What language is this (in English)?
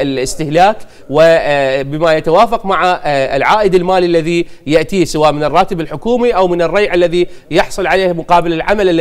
Arabic